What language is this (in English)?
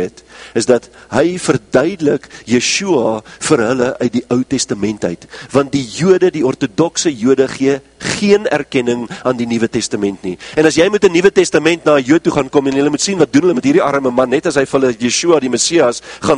Afrikaans